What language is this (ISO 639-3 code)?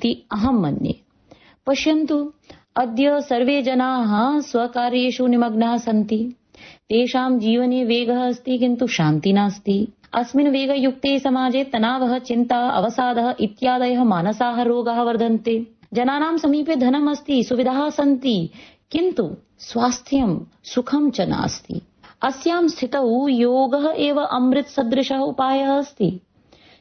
san